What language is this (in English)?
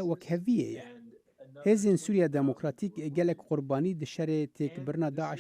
Kurdish